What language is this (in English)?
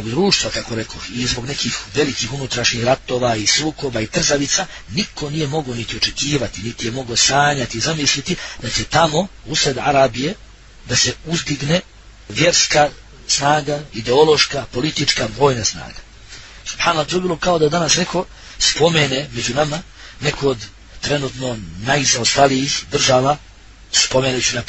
Bosnian